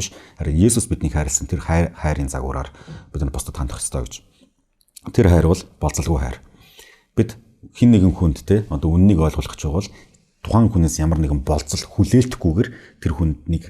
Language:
Mongolian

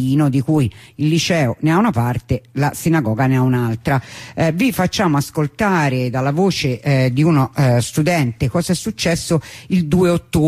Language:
Italian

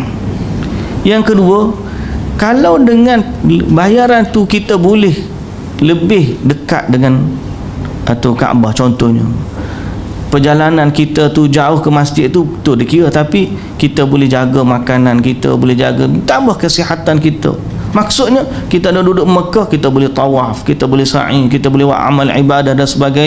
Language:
Malay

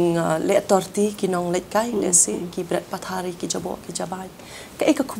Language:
Khasi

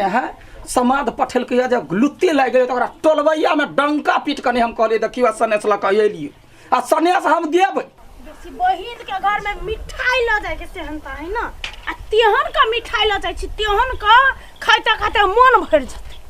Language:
Maithili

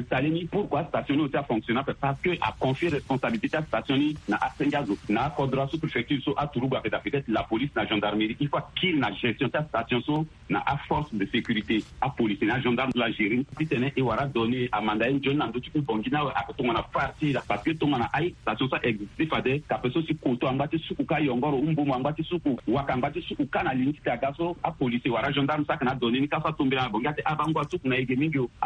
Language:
Sango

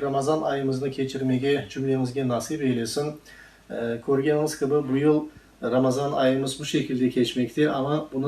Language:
Crimean Tatar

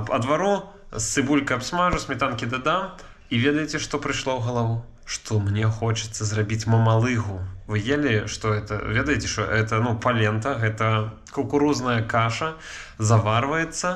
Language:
Belarusian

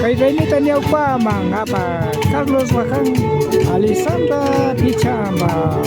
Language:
Imbabura Highland Quichua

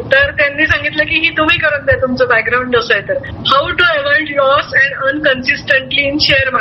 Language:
Marathi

